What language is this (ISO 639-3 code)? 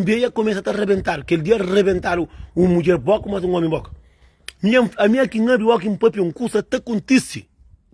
kea